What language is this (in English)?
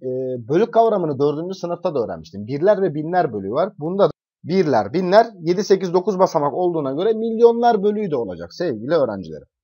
Turkish